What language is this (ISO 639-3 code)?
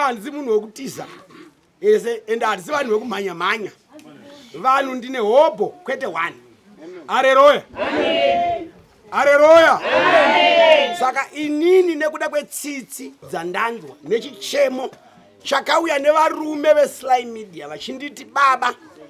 sna